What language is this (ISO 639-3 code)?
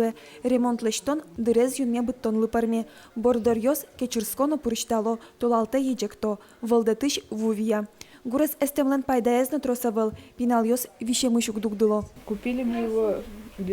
udm